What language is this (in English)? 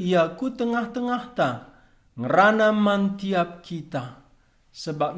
Batak Karo